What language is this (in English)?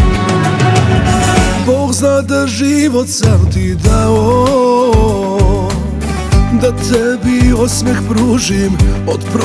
Serbian